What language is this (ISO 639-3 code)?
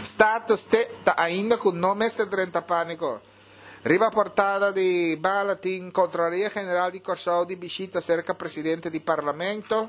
pap